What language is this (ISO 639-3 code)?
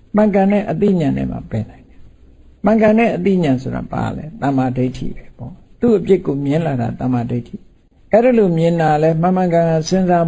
mya